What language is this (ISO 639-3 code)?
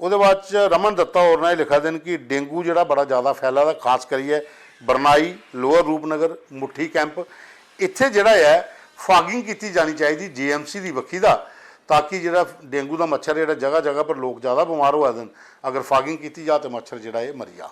doi